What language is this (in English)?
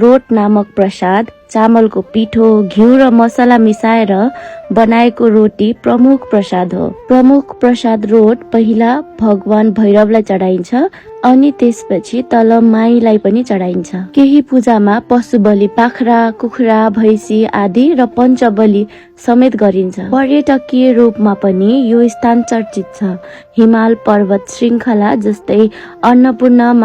Nepali